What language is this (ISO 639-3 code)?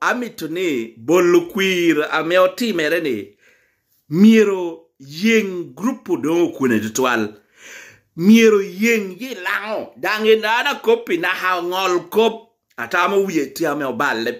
laj